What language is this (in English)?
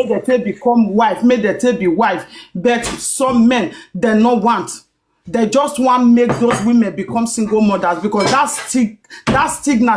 Nigerian Pidgin